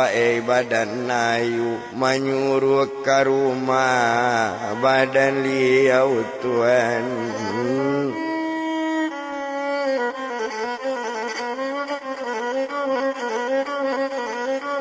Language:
Minangkabau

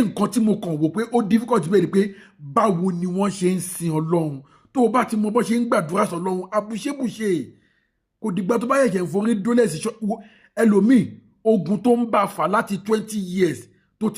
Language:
Yoruba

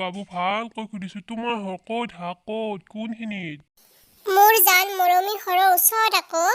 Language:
Assamese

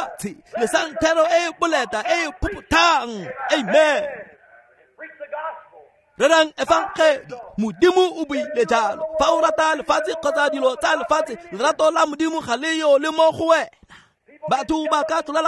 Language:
Tswana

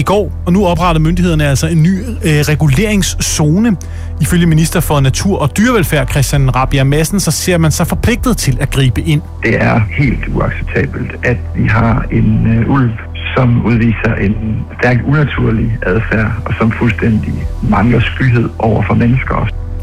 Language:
Danish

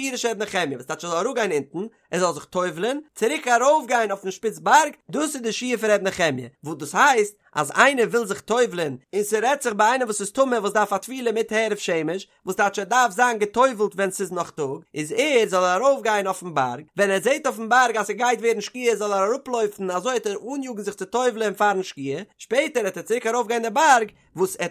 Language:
Yiddish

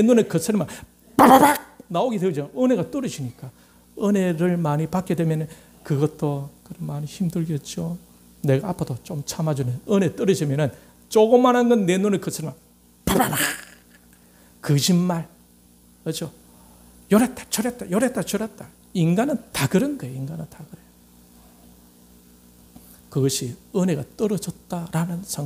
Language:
Korean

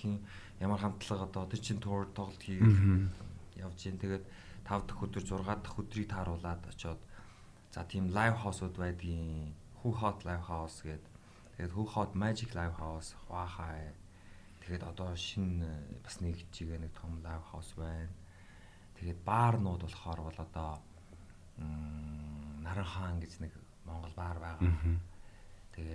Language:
Mongolian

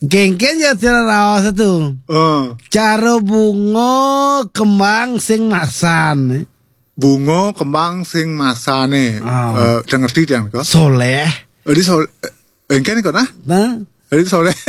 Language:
Balinese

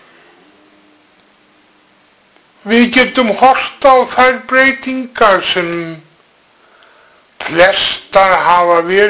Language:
Icelandic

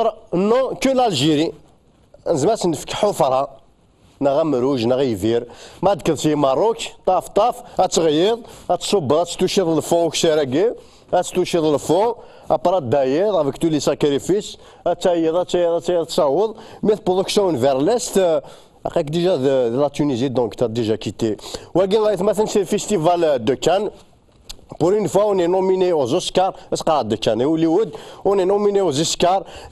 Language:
Kabyle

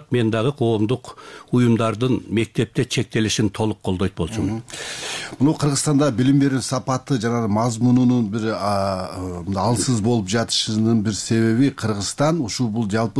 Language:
Kyrgyz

